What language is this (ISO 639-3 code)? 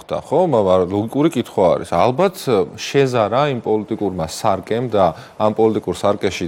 kat